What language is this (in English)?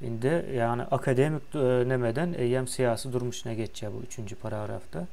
Turkmen